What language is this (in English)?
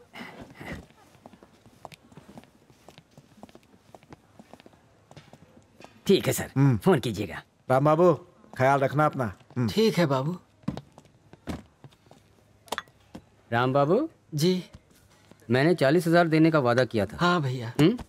Hindi